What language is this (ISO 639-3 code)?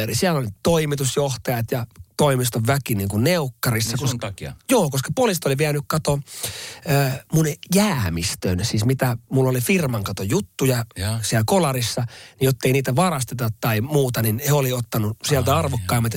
fin